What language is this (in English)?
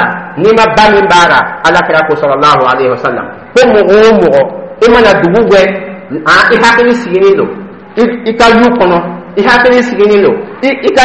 Dyula